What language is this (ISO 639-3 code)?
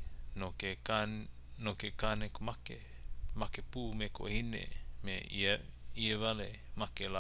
haw